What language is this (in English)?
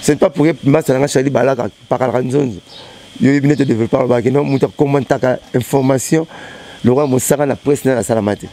Lingala